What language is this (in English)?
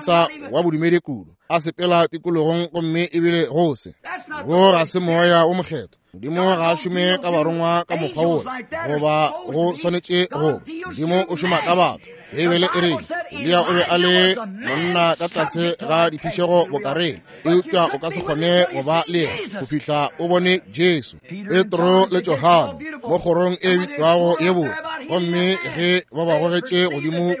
Northern Sotho